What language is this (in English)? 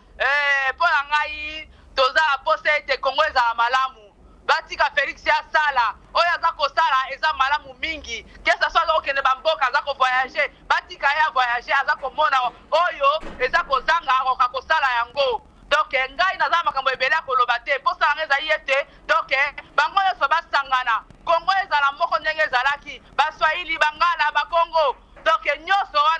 Lingala